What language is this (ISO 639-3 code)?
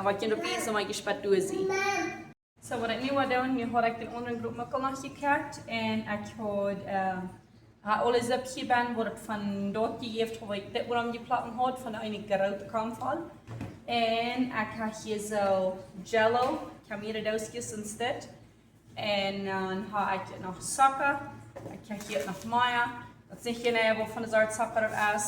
pdt